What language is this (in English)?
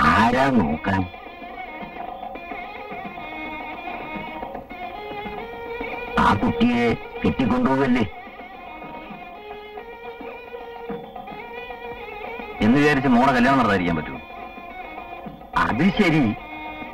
Malayalam